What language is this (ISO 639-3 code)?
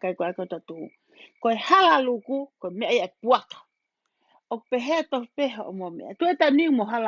ton